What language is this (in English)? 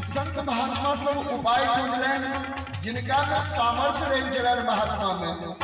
Maithili